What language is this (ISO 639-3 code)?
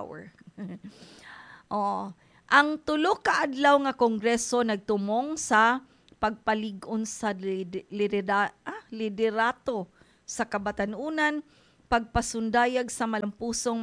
ceb